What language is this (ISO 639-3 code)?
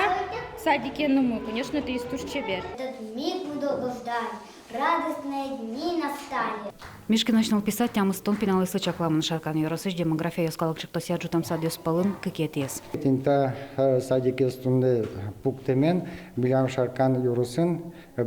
udm